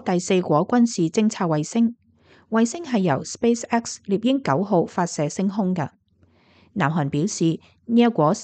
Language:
Cantonese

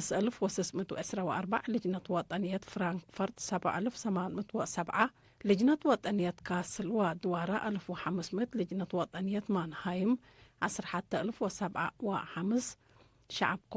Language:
Tigre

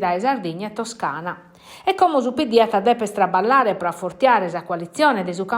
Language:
Sardinian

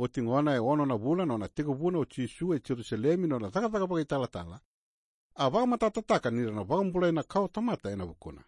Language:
Fijian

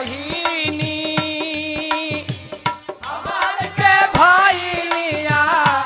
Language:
Bhojpuri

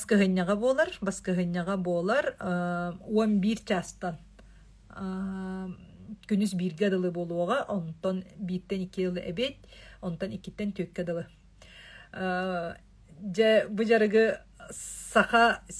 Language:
Yakut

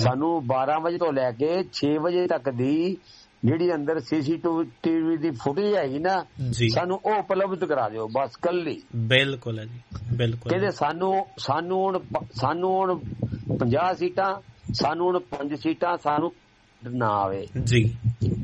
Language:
Punjabi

